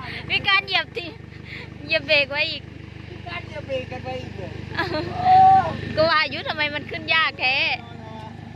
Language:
Thai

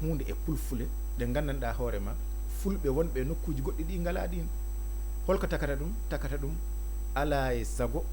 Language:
Fula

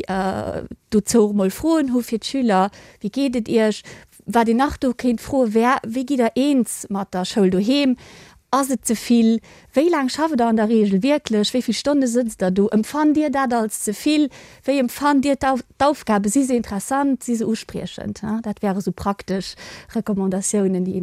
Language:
Luxembourgish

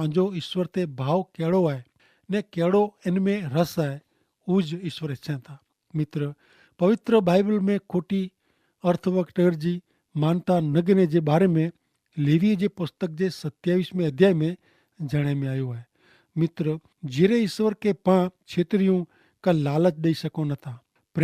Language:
Kachhi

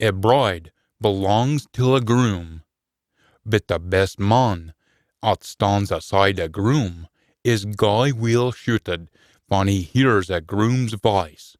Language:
Scots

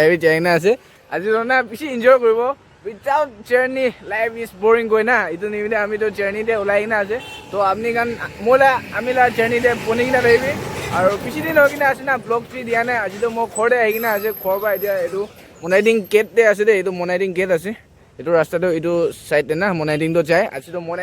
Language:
Naga Pidgin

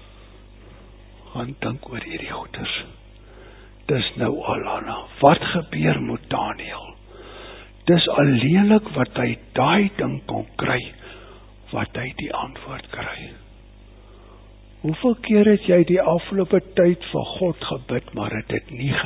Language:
Afrikaans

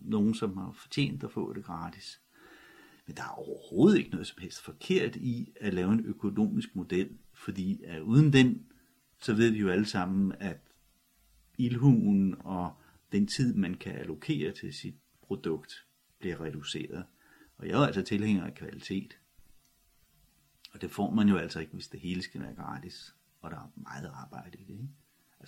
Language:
Danish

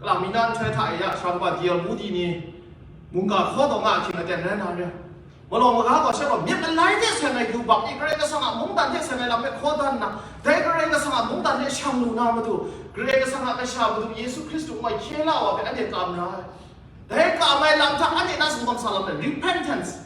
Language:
Kachin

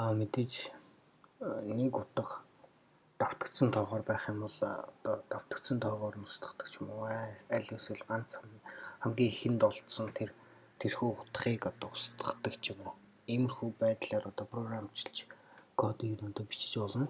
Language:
Mongolian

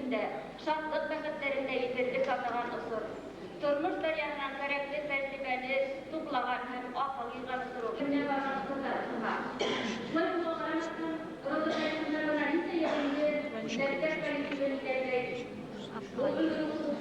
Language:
Bashkir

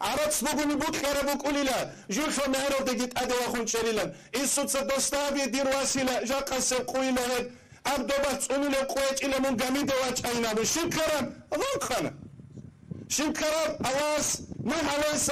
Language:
Avaric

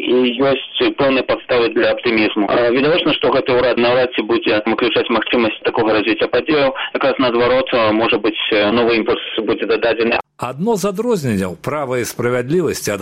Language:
Belarusian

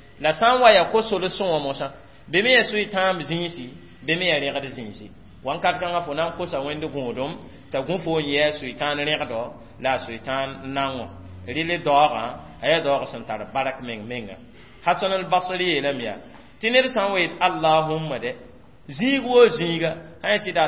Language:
Mossi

